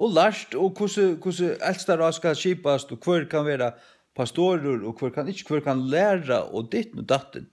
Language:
Faroese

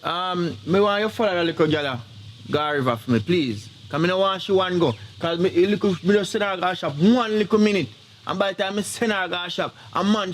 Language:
Jamaican Creole English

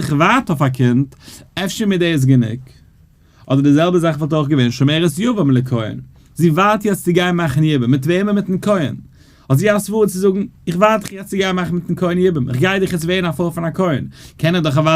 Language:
Yiddish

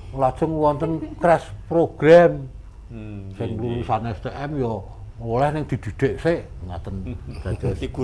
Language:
Javanese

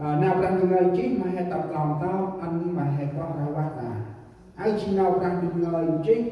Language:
Central Mnong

